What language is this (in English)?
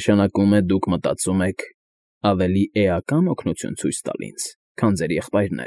Armenian